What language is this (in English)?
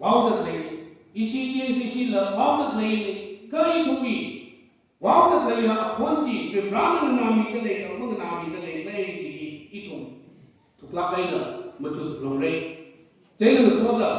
Tangkhul Naga (India)